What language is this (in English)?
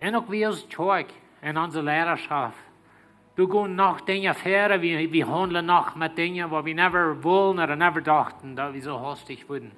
Plautdietsch